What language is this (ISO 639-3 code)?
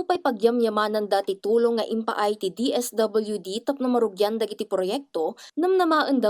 ilo